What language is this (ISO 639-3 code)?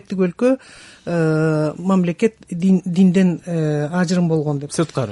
kir